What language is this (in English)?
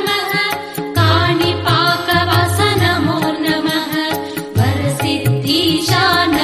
Kannada